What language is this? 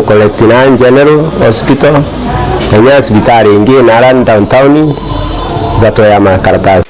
Meru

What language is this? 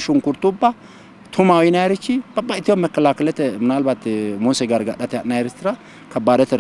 Sidamo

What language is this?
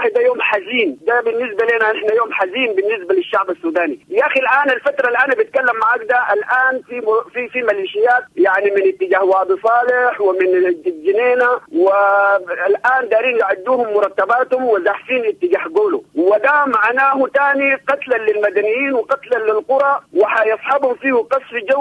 Sudanese Arabic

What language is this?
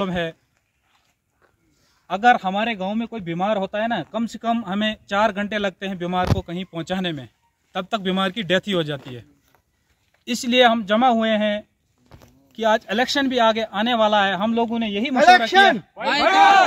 Hindi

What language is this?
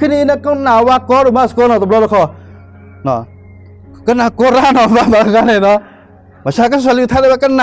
S'gaw Karen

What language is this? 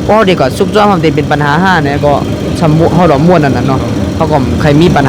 Shan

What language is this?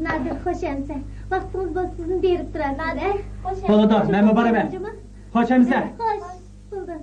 Uyghur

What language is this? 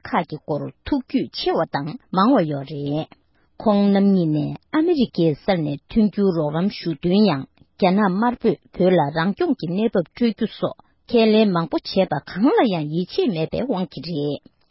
Tibetan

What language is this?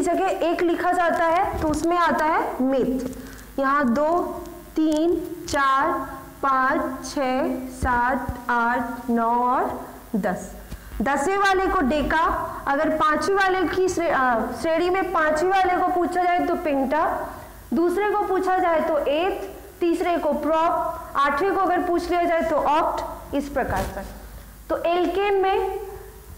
Hindi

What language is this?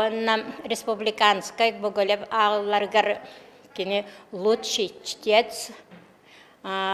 Yakut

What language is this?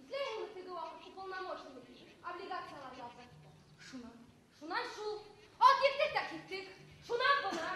Bashkir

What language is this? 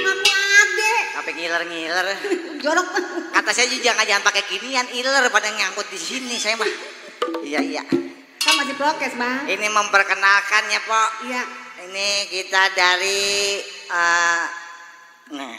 Betawi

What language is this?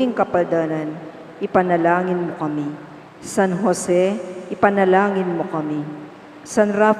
Pampanga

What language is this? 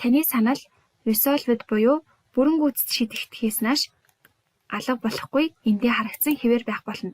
Mongolian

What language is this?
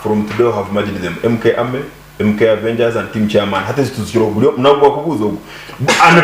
Nyankole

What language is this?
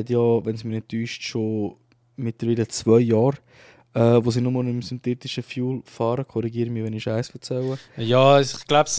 Swiss German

